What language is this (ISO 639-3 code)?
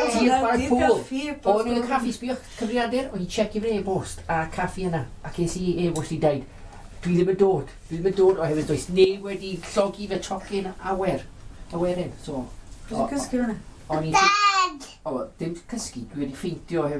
cym